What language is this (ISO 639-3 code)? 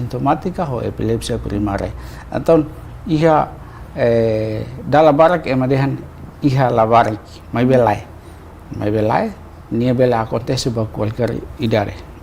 tet